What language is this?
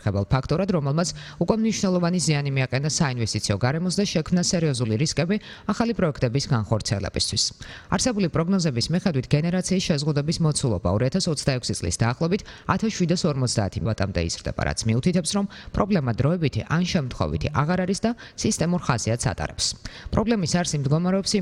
Georgian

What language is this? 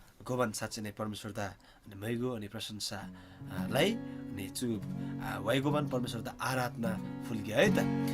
Eastern Tamang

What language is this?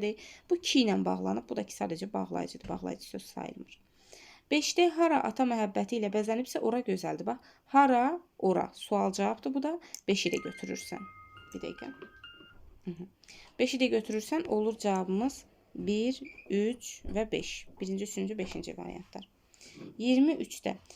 Azerbaijani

